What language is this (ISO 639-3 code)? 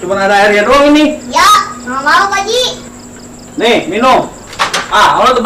bew